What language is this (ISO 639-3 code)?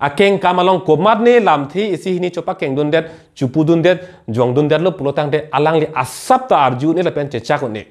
mjw